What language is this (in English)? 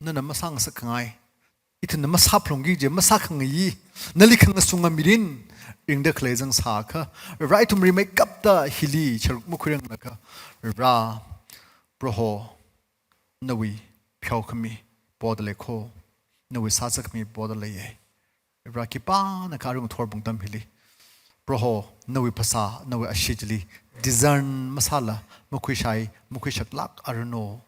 Tangkhul Naga (India)